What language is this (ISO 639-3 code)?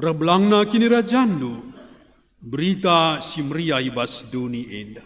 btx